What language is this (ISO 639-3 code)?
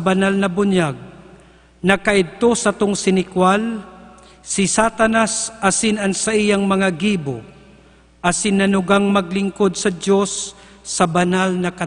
bik